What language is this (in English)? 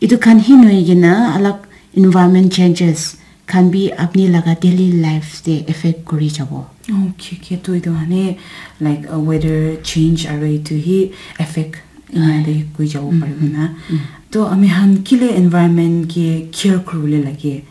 Naga Pidgin